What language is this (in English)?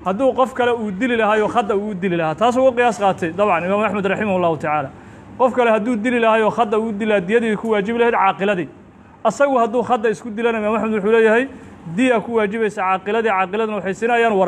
Somali